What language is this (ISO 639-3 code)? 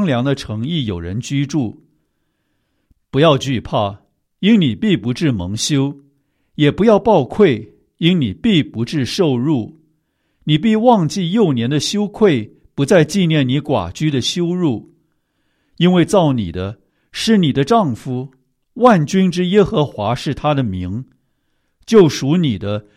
zho